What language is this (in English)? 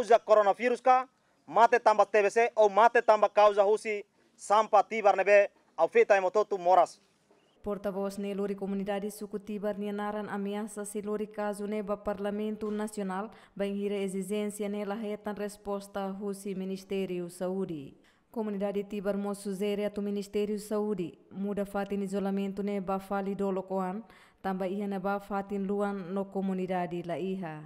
Tetum